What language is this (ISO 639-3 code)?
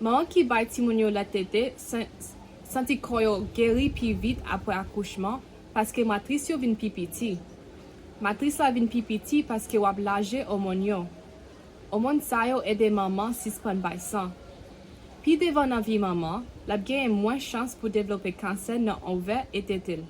hat